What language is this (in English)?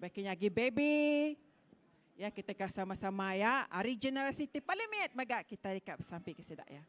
Iban